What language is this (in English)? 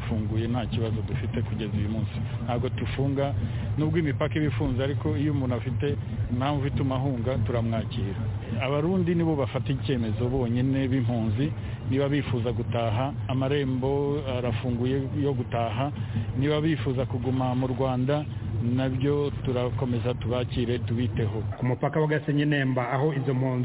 Kinyarwanda